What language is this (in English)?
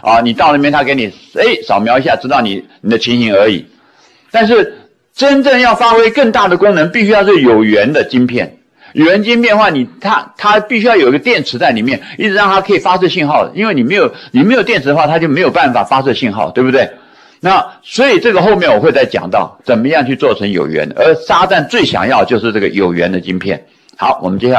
Chinese